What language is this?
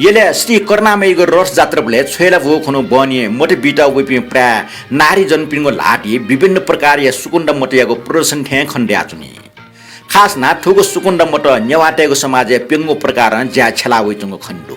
Newari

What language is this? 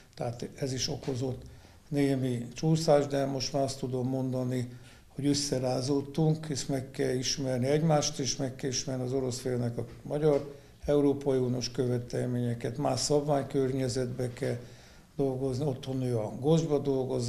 Hungarian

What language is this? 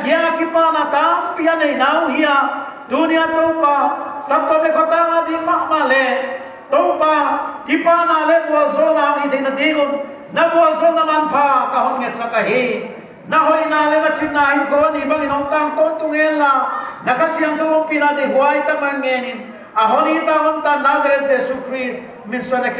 Paite Chin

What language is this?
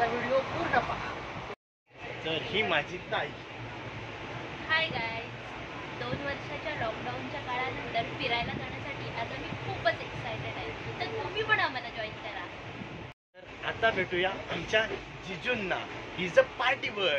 Marathi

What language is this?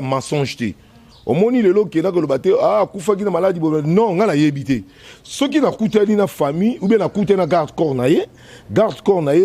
Lingala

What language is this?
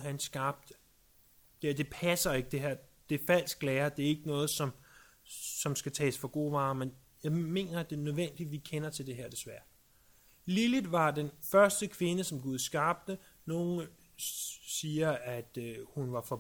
Danish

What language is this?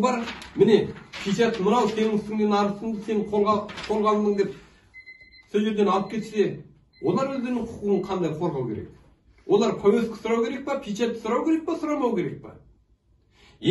Kazakh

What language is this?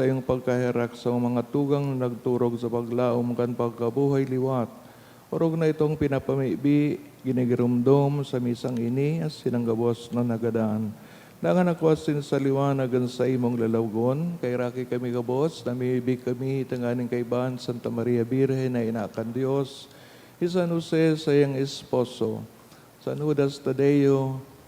Bikol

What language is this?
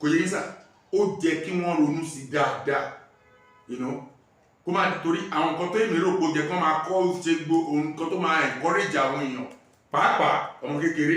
Yoruba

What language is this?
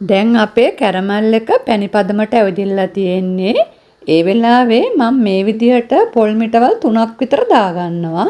Sinhala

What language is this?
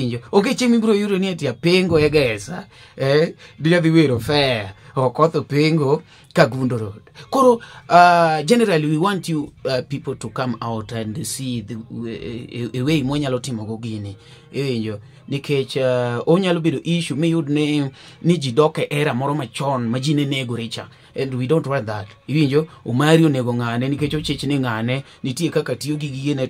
Luo (Kenya and Tanzania)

